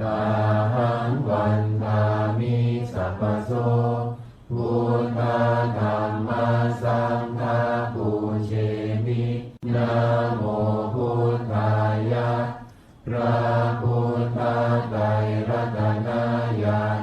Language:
Pali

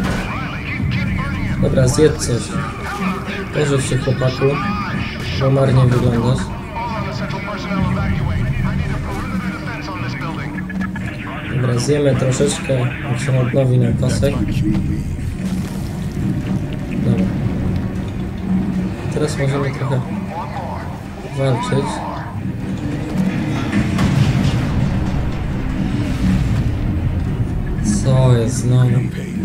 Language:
Polish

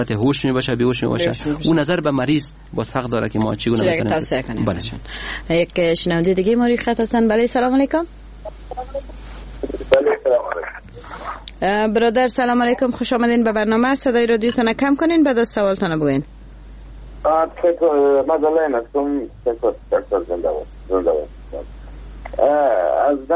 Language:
Persian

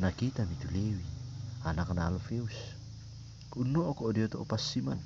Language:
Toraja-Sa'dan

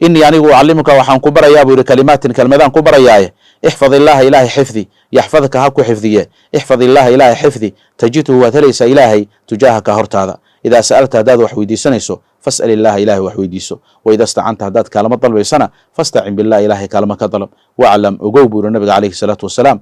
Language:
Somali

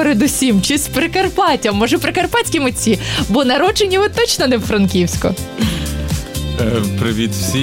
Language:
Ukrainian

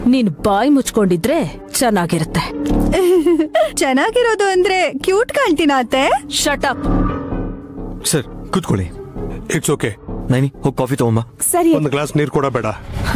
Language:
Kannada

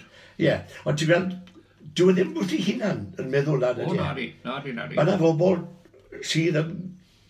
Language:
Welsh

